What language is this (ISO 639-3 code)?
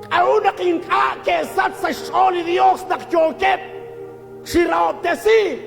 kek